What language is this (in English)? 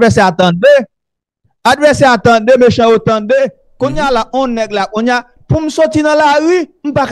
Haitian Creole